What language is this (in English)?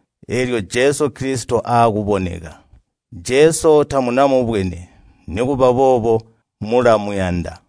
Tonga (Zambia)